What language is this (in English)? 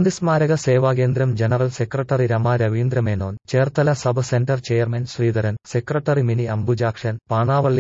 Malayalam